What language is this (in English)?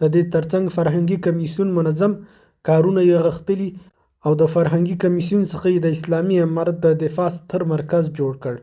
Pashto